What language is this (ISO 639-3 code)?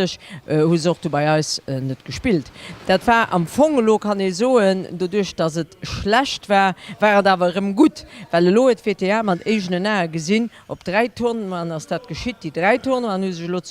ltz